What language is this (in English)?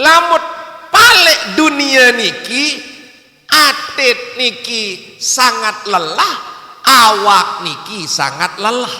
Sasak